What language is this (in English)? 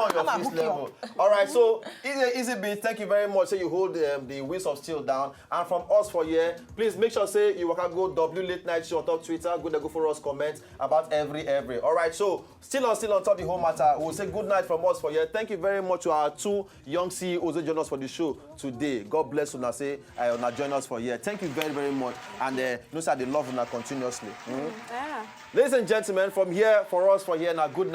Nigerian Pidgin